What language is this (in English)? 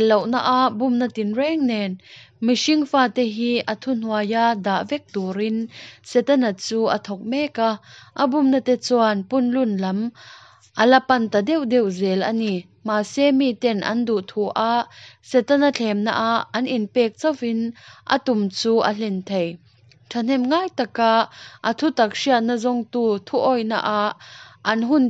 Mizo